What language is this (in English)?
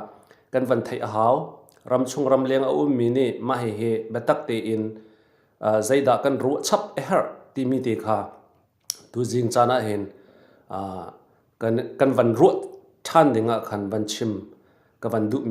Hakha Chin